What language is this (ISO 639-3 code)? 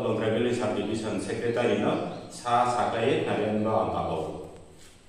ria